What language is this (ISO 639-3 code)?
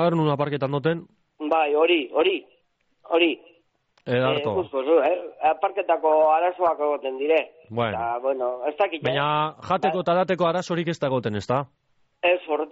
eus